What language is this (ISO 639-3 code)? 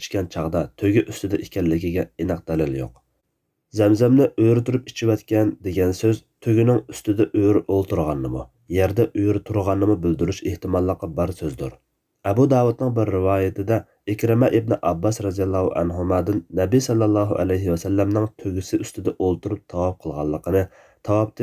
uig